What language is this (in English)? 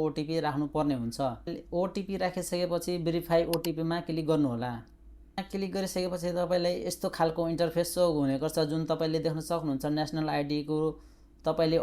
Nepali